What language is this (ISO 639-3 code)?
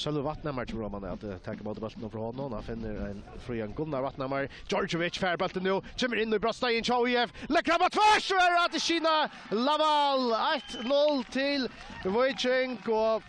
fao